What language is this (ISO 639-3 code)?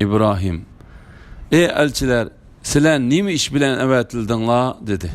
uig